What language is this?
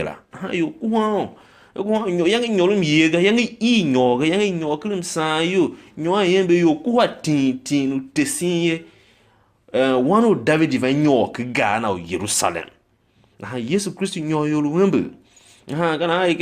Tiv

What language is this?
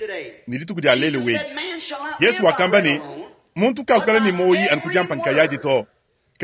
Luba-Lulua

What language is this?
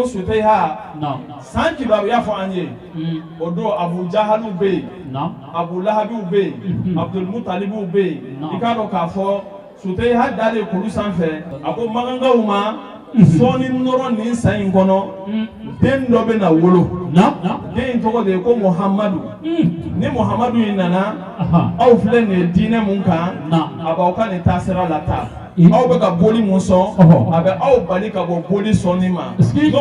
Bambara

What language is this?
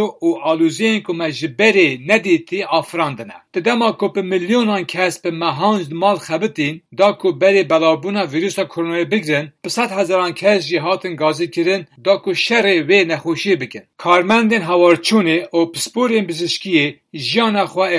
Kurdish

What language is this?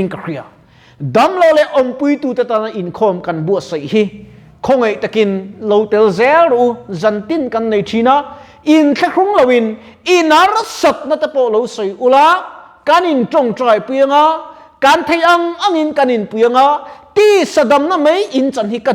Mizo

